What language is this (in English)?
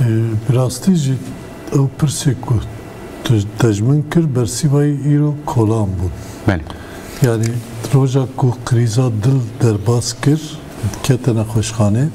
Kurdish